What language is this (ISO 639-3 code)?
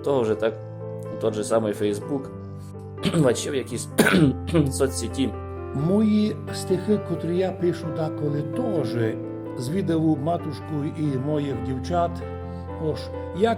rue